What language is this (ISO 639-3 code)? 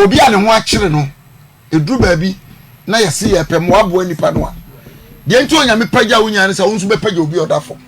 aka